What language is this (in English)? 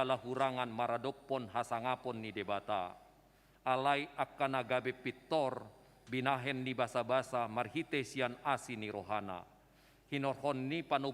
Batak Toba